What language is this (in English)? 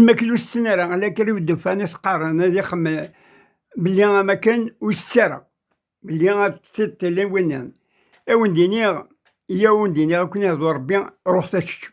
Kabyle